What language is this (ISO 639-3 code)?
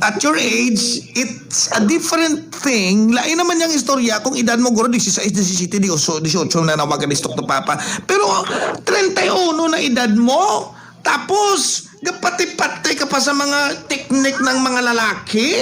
hil